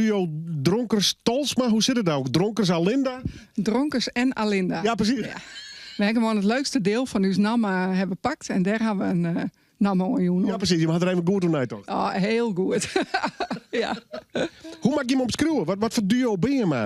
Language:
Western Frisian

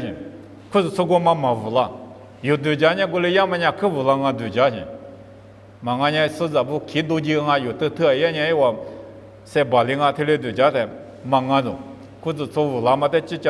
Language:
Lisu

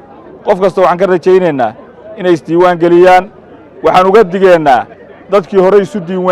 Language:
Somali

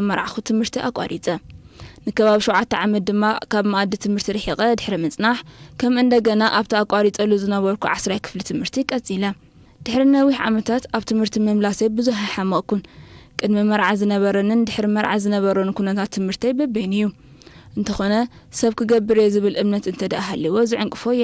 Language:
Tigrinya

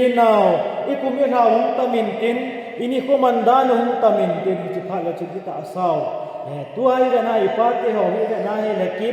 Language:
Thado Chin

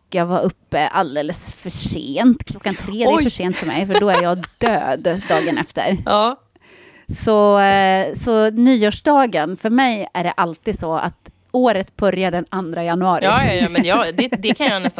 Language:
Swedish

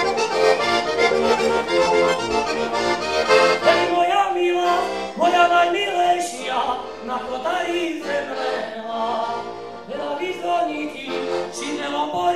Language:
Slovak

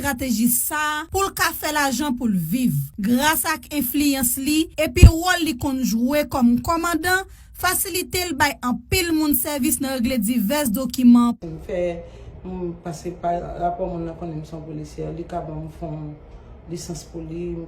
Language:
Haitian Creole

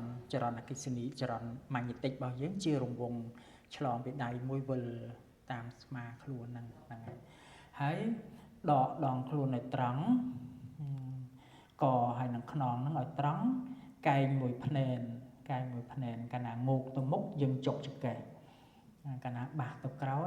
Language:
Khmer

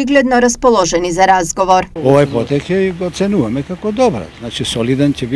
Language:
Macedonian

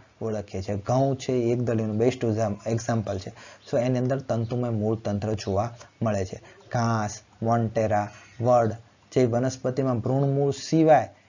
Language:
Gujarati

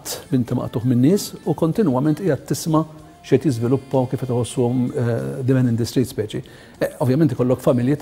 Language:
Maltese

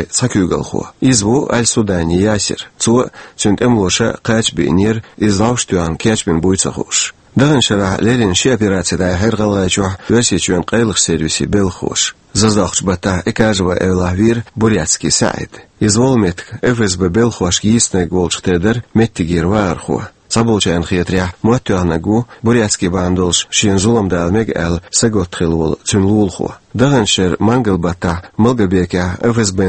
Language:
Chechen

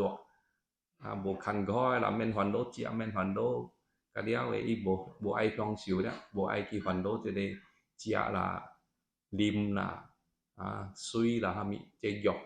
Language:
Min Nan Chinese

